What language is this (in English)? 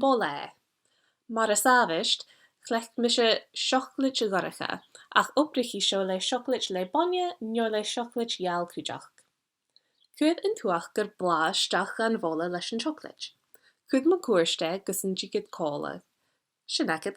Scottish Gaelic